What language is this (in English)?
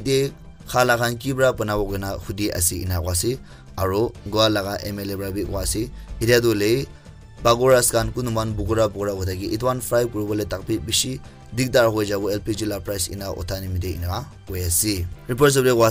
Naga Pidgin